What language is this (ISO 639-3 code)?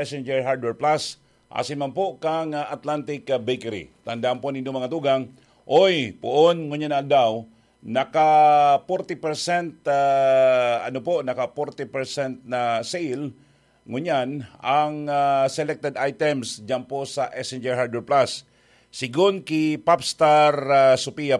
bik